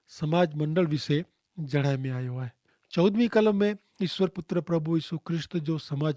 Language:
Kachhi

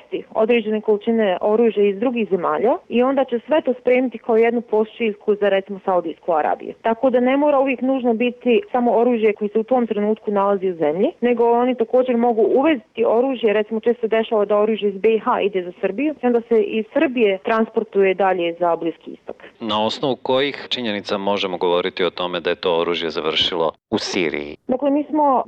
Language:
Bosnian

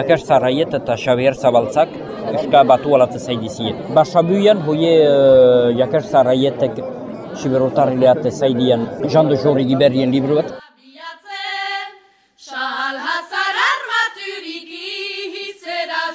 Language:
Basque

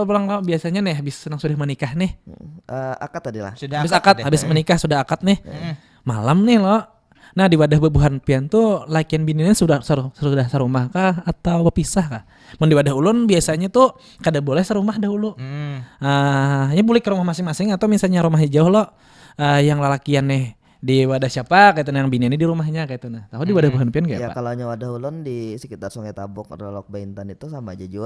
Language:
Banjar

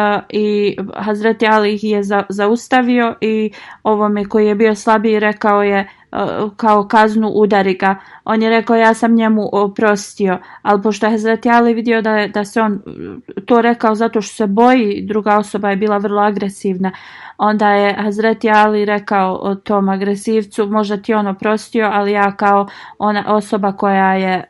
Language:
Bosnian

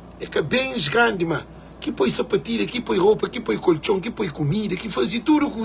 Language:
Kabuverdianu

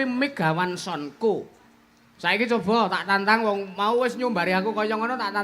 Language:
Javanese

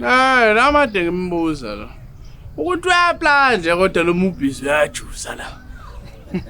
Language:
Zulu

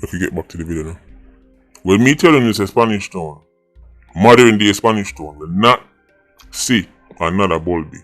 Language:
Jamaican Creole English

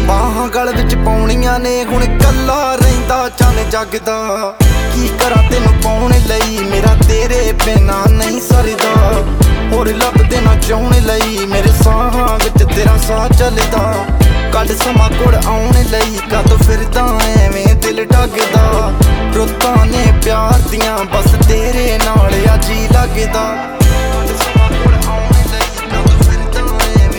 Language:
Punjabi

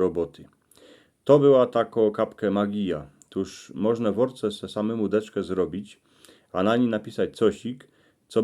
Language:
Silesian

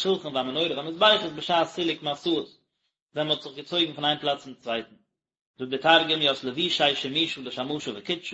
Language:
Yiddish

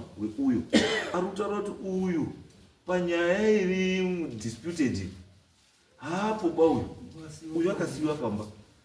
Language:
Shona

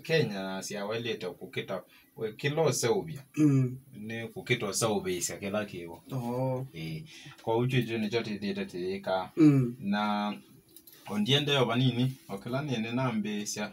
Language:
Kamba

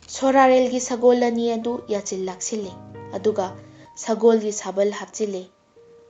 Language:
Manipuri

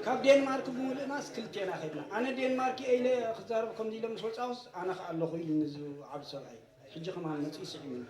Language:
Tigrinya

